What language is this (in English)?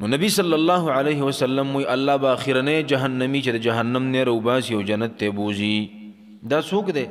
Pashto